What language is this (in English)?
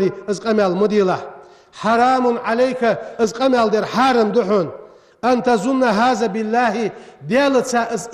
Ingush